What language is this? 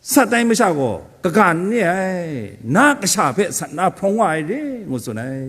Kachin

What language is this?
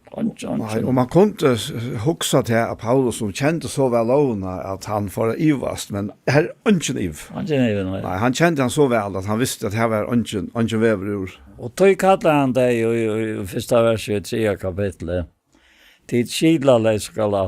Faroese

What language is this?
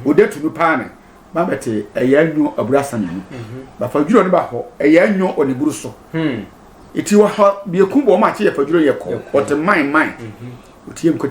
Sehwi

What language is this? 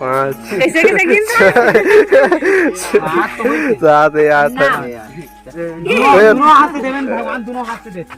Chhattisgarhi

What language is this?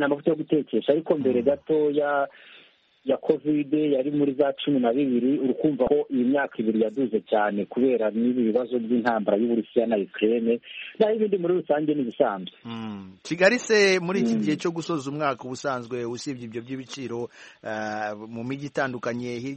Kinyarwanda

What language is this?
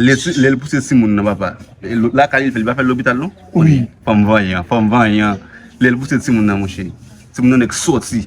Haitian Creole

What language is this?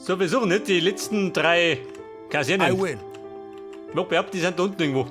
Bavarian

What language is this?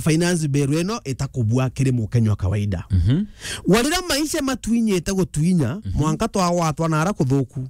Meru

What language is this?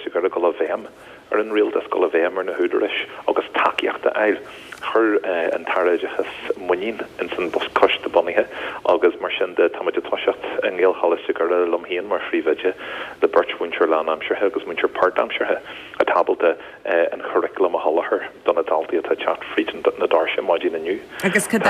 Irish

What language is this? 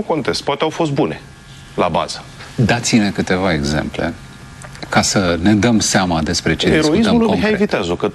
Romanian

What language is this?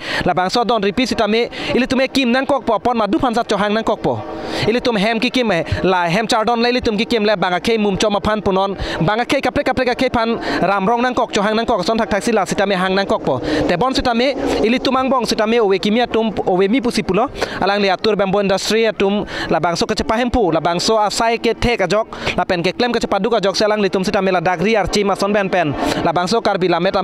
Karbi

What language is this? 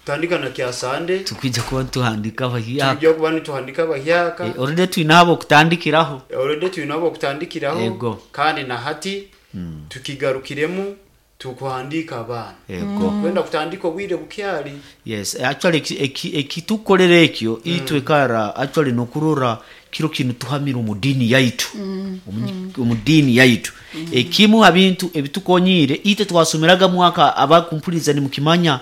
Nyoro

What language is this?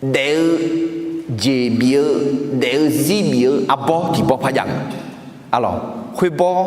Akha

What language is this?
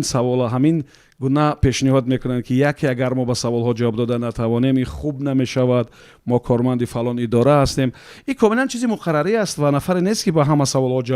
Tajik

